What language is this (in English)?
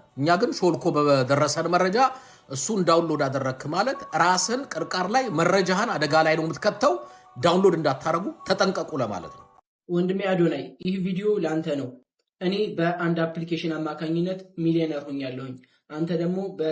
Amharic